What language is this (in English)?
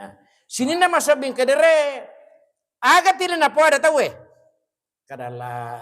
Buginese